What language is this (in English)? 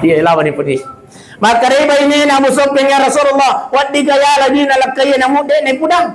Buginese